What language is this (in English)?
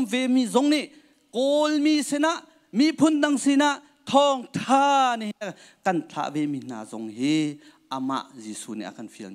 Hakha Chin